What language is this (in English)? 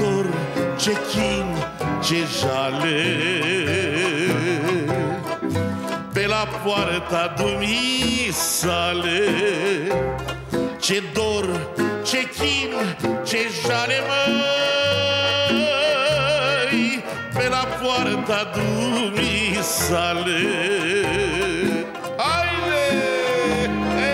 Romanian